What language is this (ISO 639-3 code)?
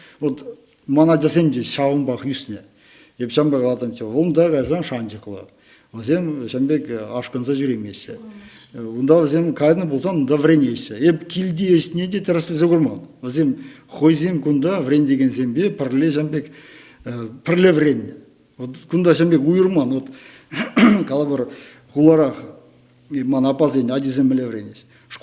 chv